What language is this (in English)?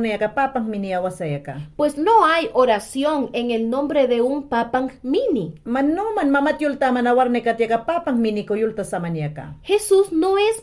Mayangna